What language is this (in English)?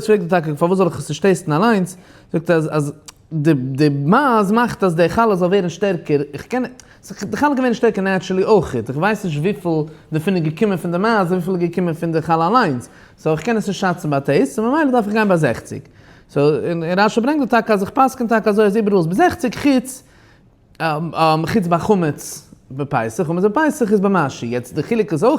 Yiddish